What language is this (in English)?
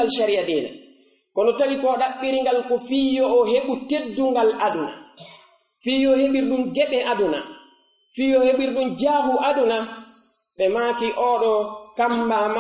Pular